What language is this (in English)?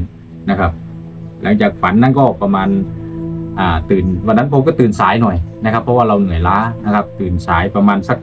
Thai